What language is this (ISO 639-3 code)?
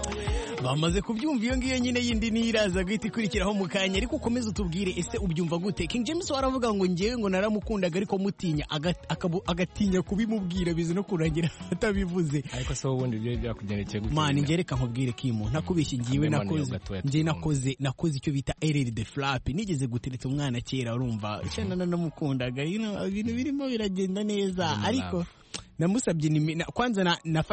kin